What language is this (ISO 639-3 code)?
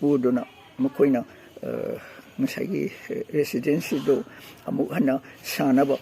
mni